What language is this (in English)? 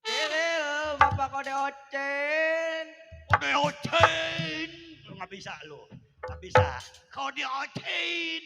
Betawi